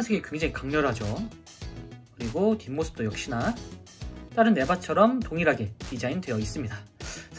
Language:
Korean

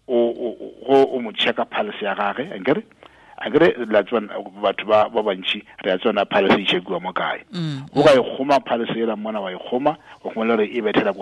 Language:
Tswana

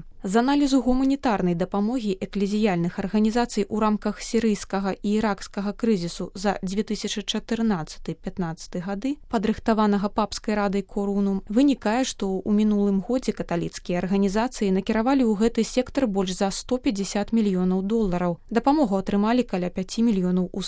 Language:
Belarusian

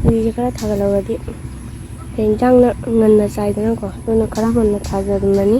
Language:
Manipuri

